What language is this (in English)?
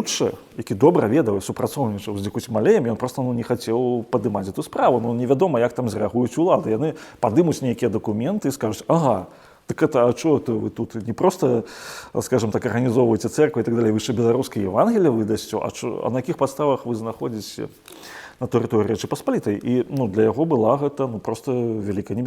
Belarusian